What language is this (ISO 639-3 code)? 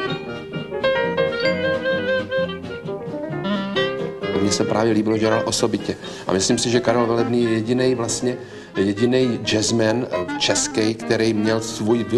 ces